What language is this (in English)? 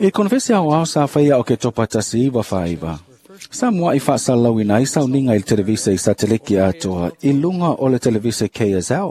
Samoan